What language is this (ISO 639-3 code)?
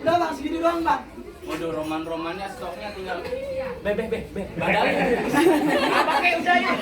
bew